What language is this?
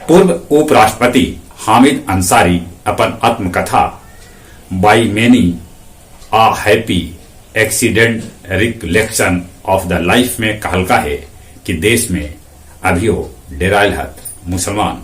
Magahi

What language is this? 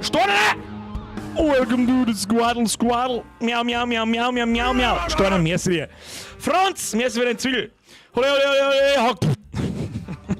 Bavarian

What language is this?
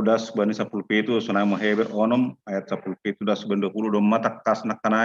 Batak Simalungun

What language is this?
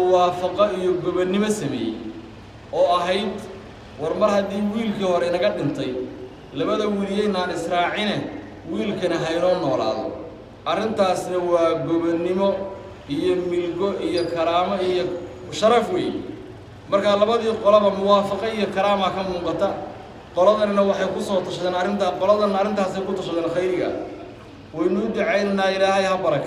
Somali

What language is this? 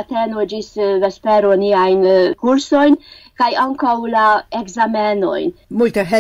Esperanto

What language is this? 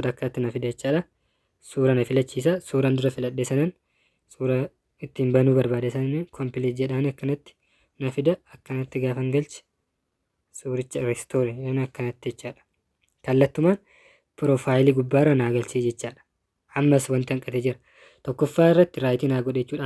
Oromo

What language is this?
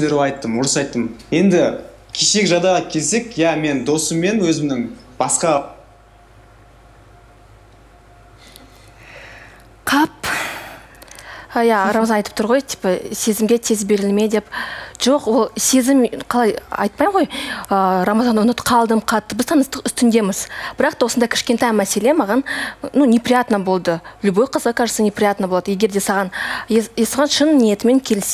Kazakh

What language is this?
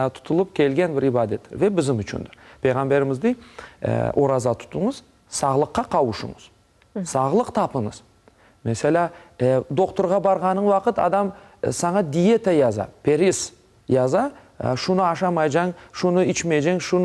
Crimean Tatar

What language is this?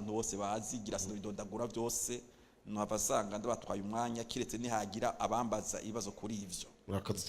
Rundi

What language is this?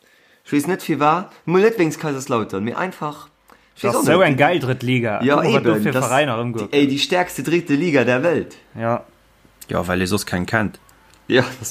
Luxembourgish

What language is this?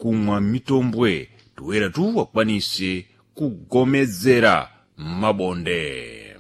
Sena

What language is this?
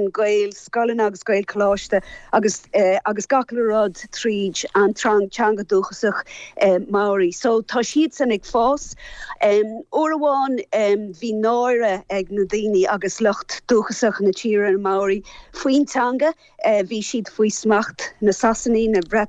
Irish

